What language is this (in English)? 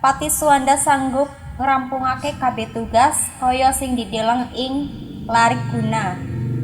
Javanese